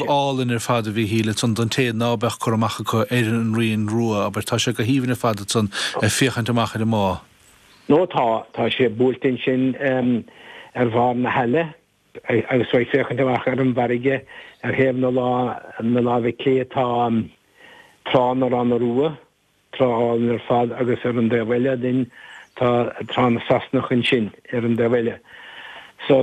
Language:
Irish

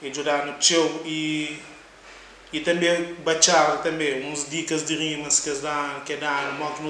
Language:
Kabuverdianu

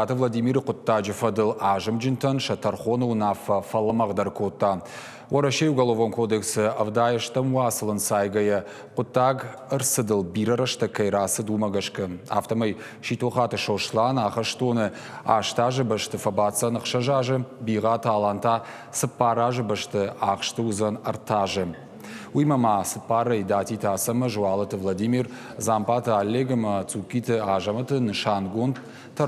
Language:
Ossetic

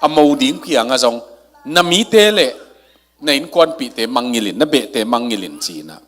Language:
Tedim Chin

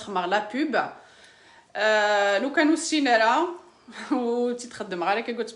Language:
Kabyle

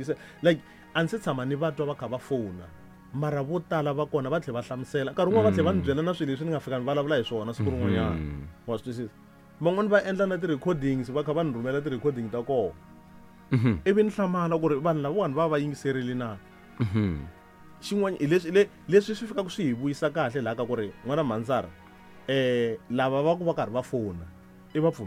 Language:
Tsonga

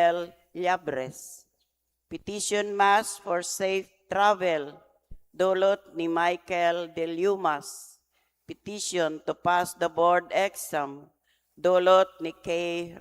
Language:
Bikol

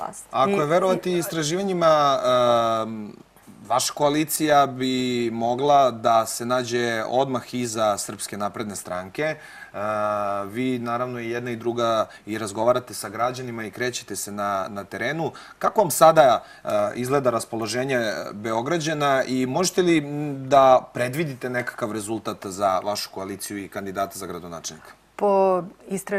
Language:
Serbian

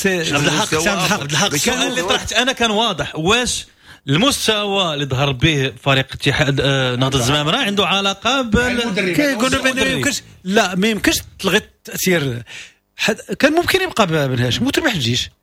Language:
Moroccan Arabic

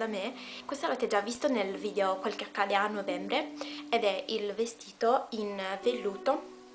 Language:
Italian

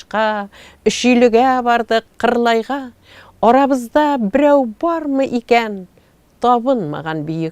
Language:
Tatar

